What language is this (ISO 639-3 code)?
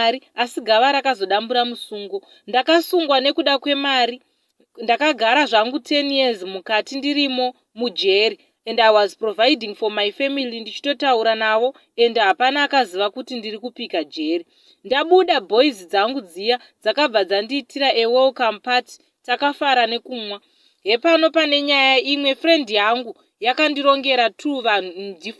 sna